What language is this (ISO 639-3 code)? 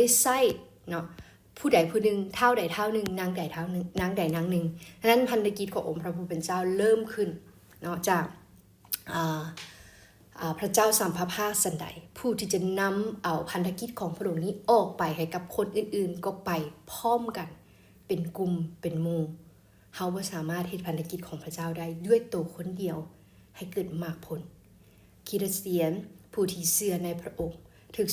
lao